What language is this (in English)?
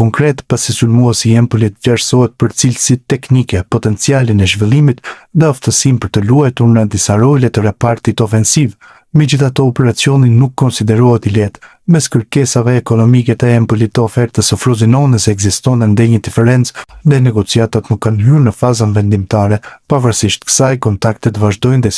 Albanian